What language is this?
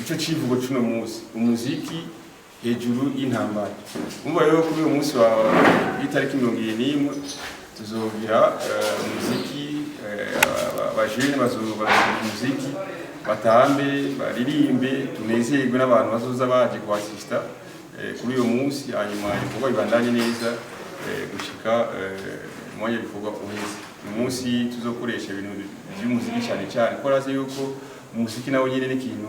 Rundi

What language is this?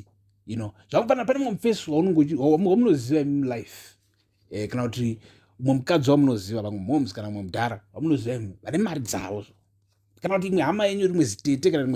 Shona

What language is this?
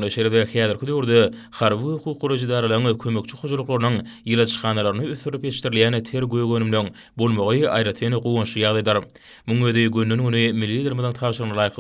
Turkmen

